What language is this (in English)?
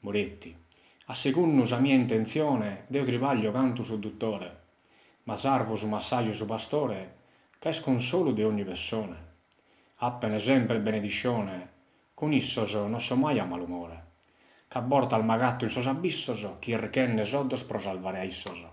Sardinian